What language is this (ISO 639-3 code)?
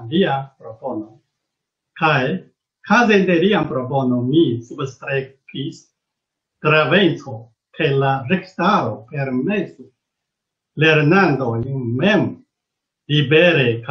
epo